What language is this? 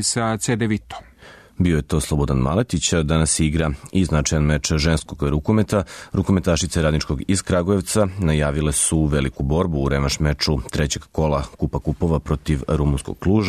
Serbian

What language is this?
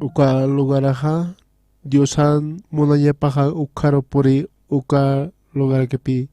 Aymara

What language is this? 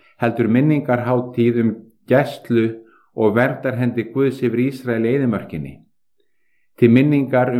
Icelandic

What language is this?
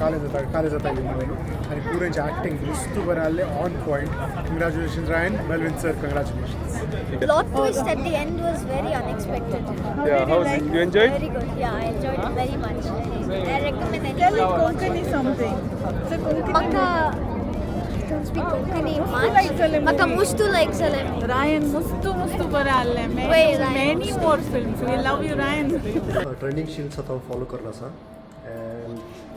Konkani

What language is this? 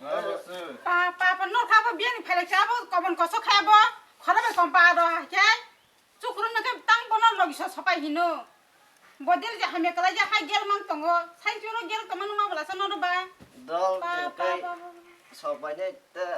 Kok Borok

